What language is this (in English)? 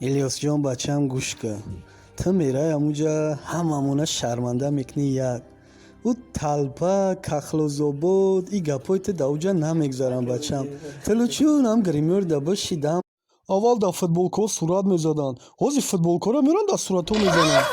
Tajik